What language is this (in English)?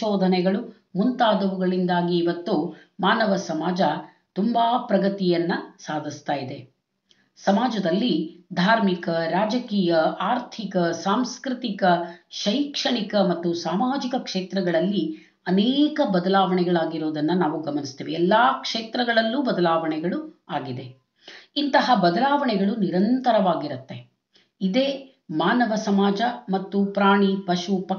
Kannada